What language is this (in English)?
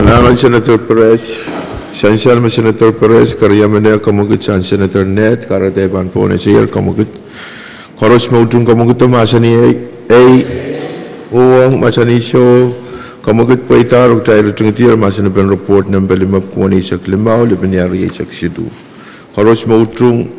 Pohnpeian